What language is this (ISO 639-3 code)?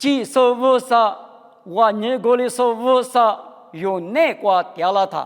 lis